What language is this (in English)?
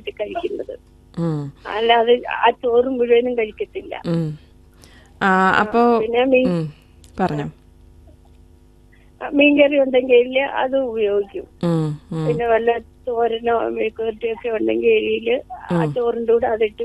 Malayalam